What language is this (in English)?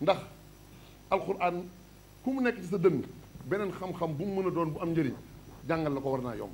Wolof